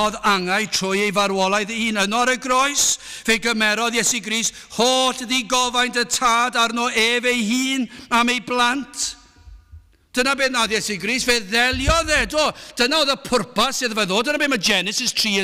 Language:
Welsh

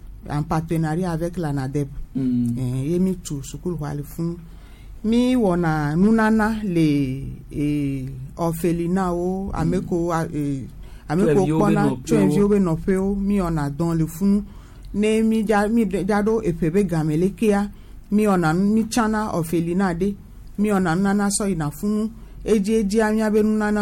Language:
Gen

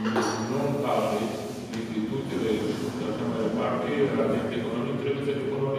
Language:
Romanian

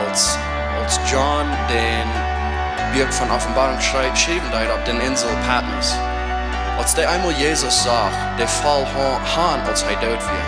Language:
Plautdietsch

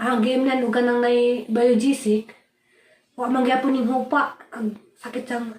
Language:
Cebuano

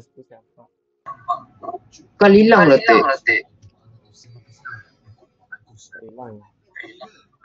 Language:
Malay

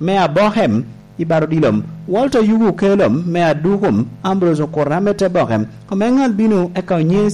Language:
Lango (Uganda)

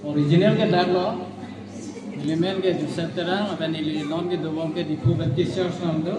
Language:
Karbi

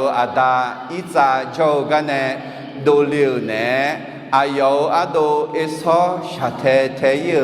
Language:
Akha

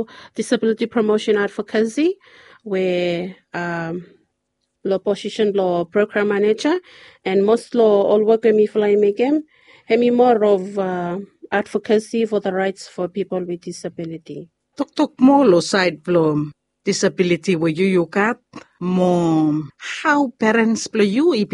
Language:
Bislama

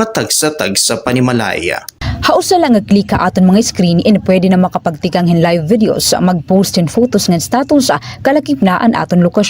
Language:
Waray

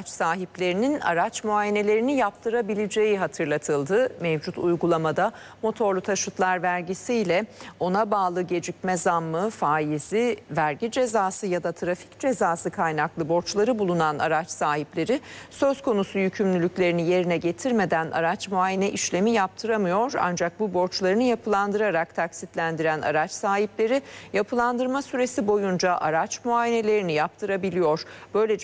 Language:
Turkish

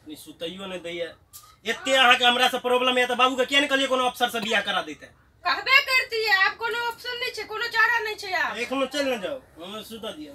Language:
Maithili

